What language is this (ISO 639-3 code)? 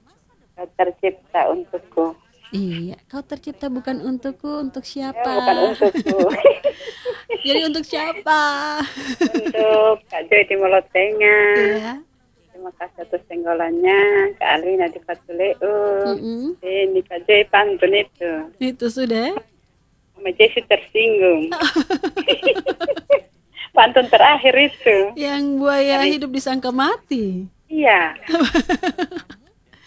ind